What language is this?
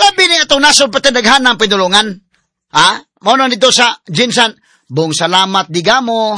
Cebuano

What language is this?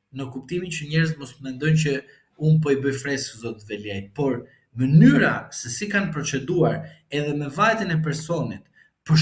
Albanian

